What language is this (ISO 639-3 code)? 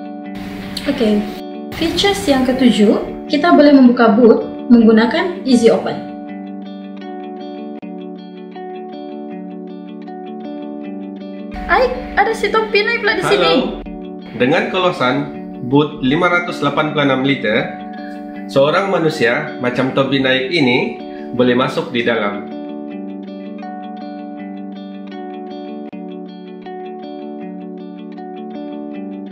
msa